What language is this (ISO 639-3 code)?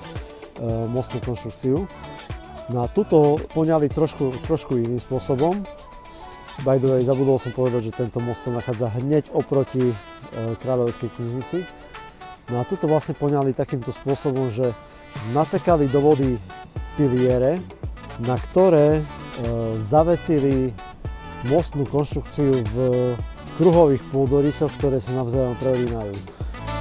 slk